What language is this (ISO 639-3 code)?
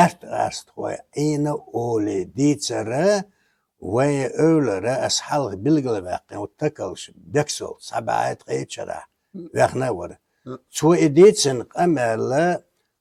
che